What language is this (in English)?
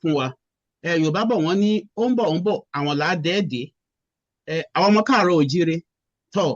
Yoruba